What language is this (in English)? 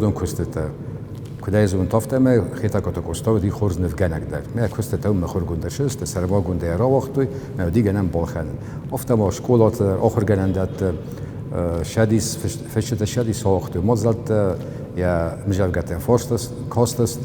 Ossetic